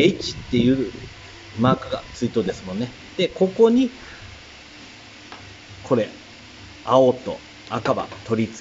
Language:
Japanese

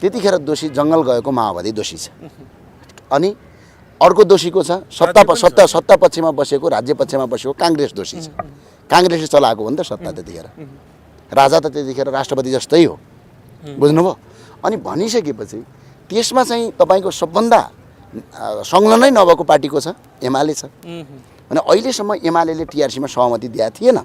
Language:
Nepali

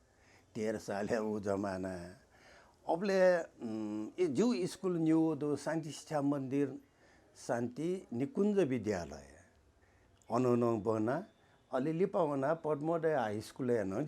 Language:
Newari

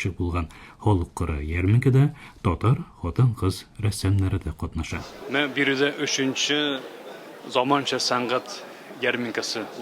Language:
Tatar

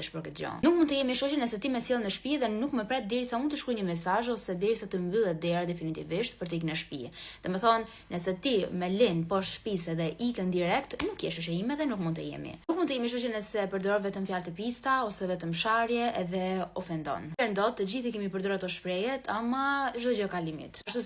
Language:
Albanian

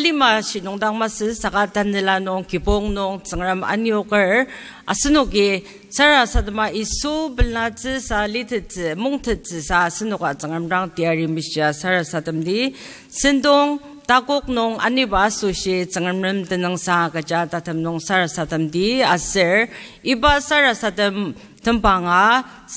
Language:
Ao Naga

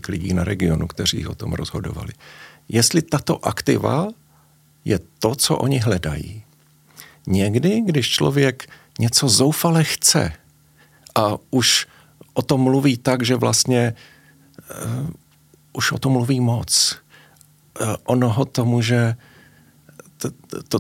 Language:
Czech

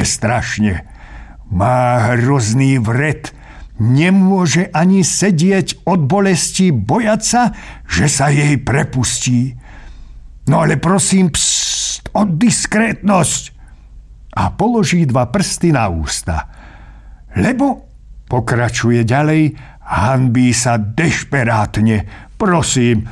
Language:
Slovak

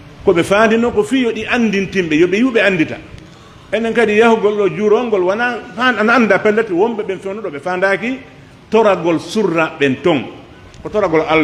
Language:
Pular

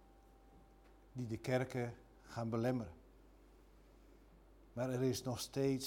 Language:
Dutch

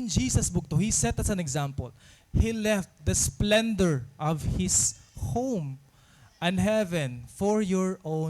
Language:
Waray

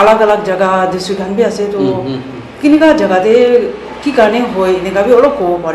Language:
Naga Pidgin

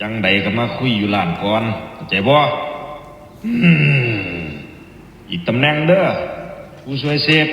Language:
Northeastern Thai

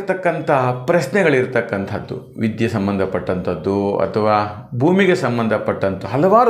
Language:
Kannada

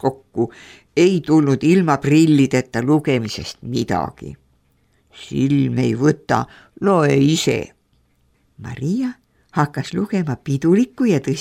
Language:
Estonian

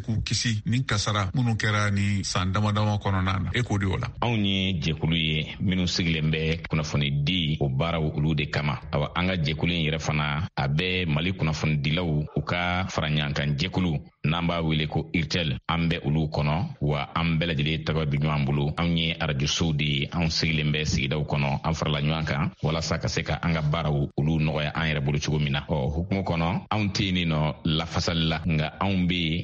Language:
Bambara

